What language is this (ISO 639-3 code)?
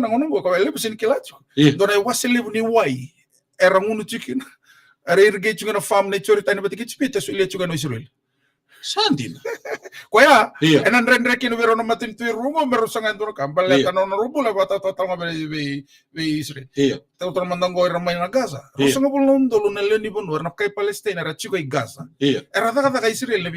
fij